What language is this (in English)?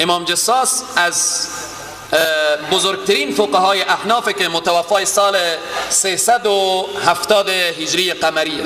Persian